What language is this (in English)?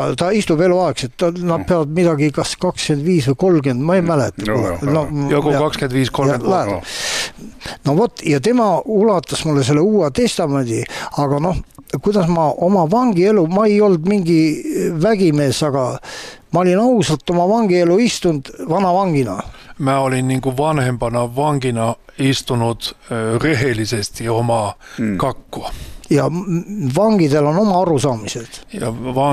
Estonian